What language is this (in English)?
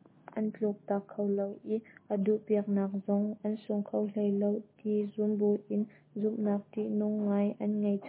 Hakha Chin